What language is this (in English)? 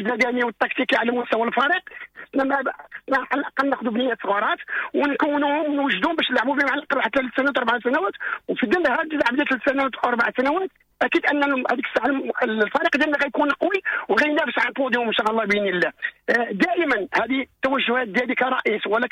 Moroccan Arabic